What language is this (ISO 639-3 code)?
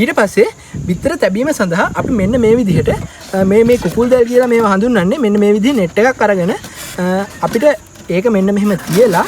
sin